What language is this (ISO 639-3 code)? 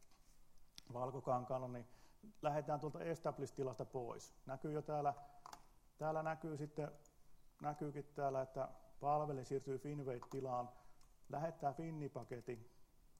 fin